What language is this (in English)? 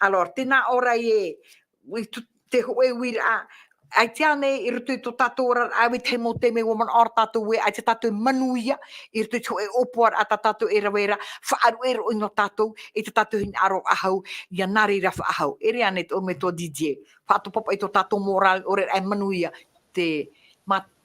Tahitian